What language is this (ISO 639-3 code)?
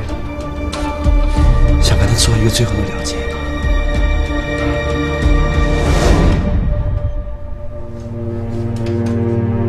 zho